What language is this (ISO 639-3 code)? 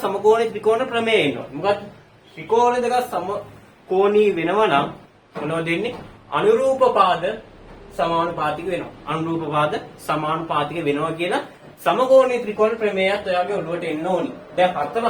sin